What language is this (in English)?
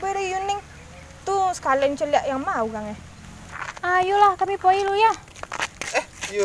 Minangkabau